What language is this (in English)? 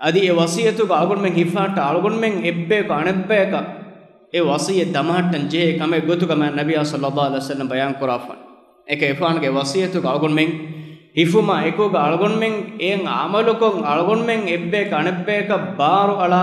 Divehi